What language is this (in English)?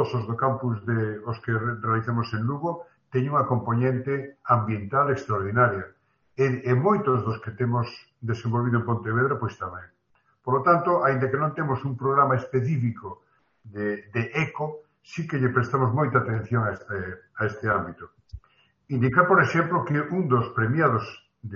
Galician